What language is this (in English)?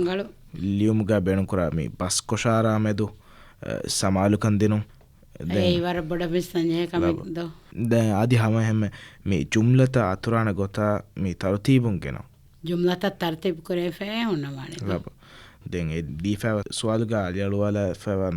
Divehi